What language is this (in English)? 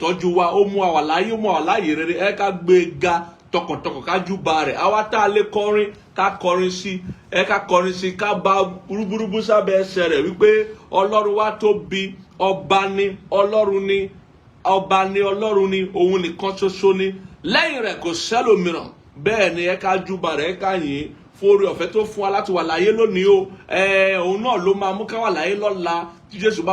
Yoruba